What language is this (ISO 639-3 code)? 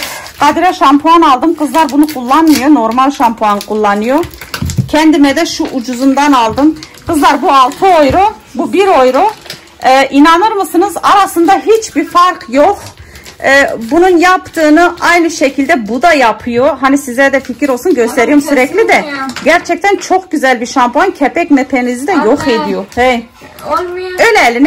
tur